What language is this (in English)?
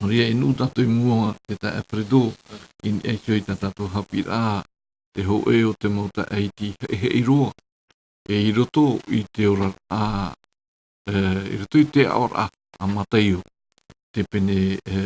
Tahitian